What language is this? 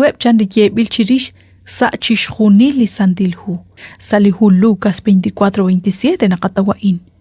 Kekchí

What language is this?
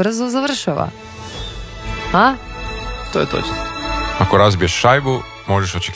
Croatian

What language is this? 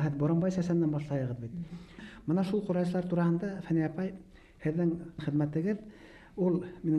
Bashkir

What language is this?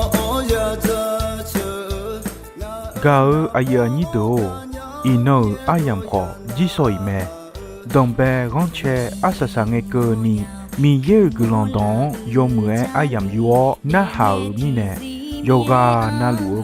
Akha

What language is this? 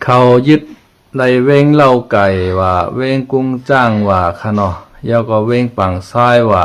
Shan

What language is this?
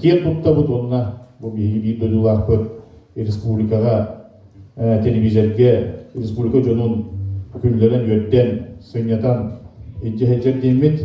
Yakut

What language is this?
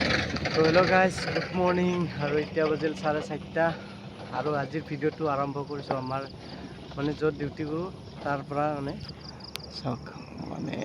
Assamese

